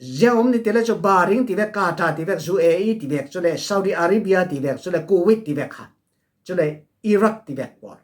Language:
Falam Chin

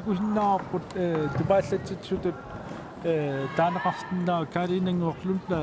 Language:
Kalaallisut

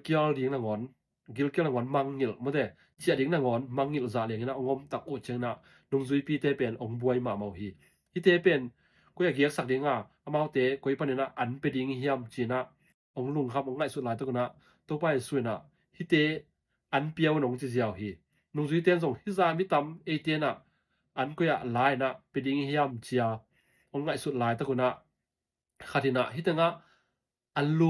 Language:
Tedim Chin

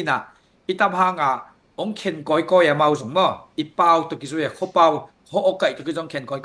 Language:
Tedim Chin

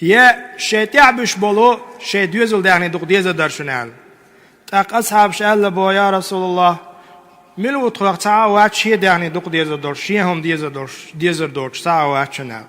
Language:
Chechen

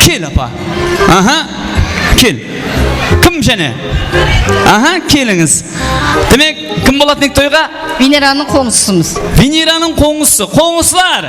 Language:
Kara-Kalpak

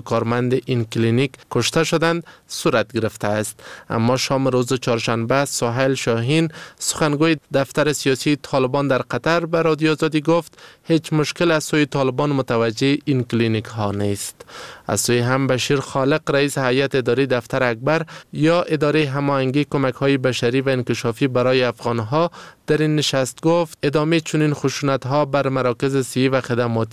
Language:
Persian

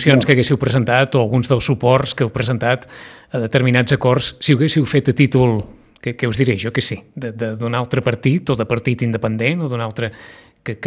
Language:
Catalan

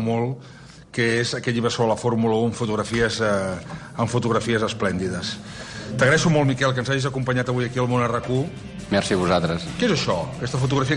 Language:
Catalan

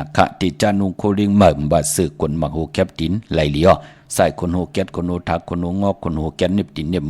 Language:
Shan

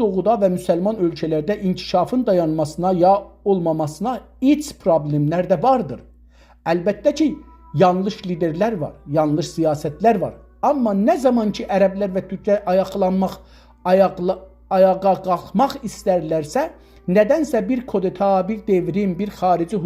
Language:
South Azerbaijani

